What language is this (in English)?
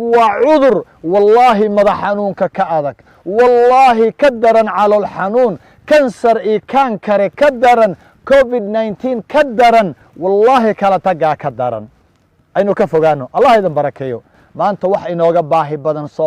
Somali